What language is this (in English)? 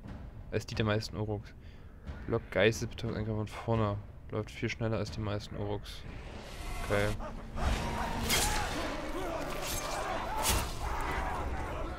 German